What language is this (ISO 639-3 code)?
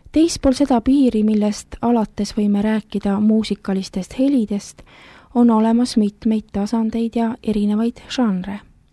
est